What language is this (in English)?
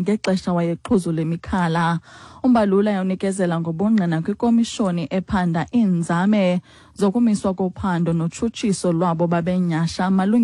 Xhosa